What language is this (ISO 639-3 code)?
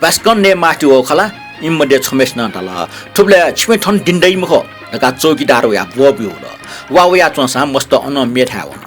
new